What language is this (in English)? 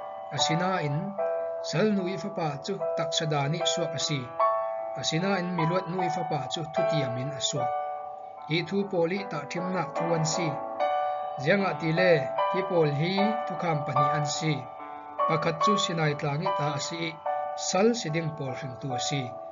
Falam Chin